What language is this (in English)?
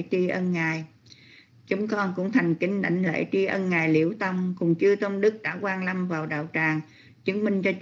Vietnamese